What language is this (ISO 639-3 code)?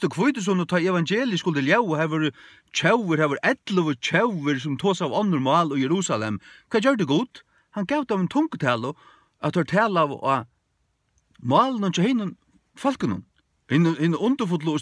fao